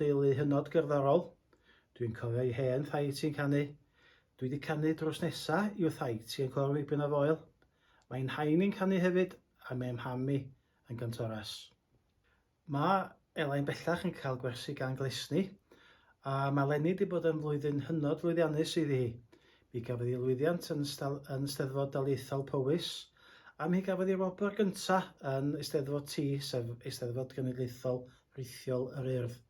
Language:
Welsh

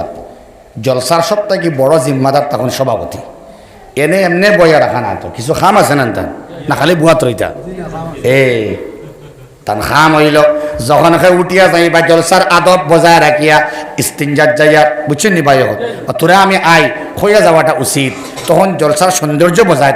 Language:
Sylheti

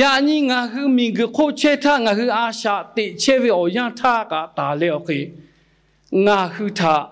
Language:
Lahu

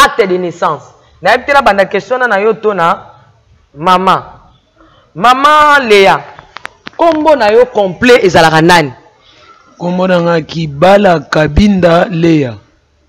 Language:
Lingala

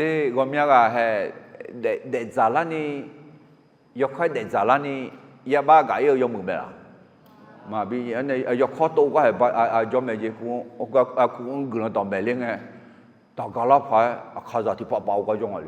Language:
Akha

